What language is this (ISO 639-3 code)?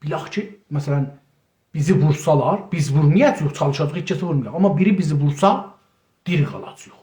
azb